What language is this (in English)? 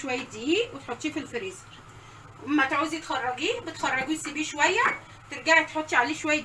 Egyptian Arabic